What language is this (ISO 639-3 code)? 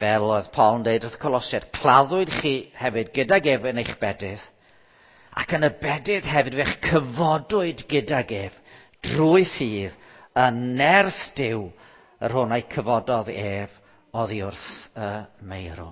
cym